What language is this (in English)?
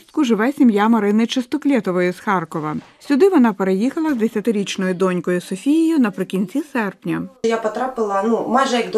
Ukrainian